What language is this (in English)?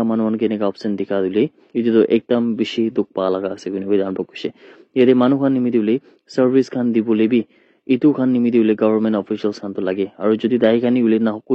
Naga Pidgin